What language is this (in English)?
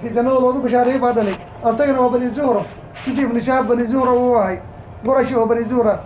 Somali